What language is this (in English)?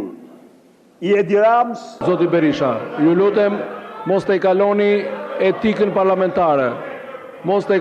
Albanian